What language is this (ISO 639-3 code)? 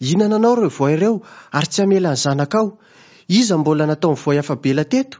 mlg